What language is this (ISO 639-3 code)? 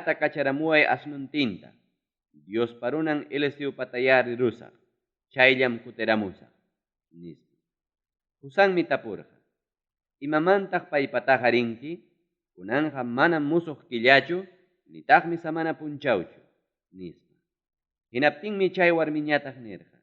quy